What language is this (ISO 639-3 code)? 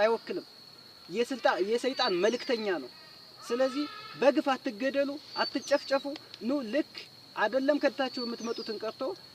amh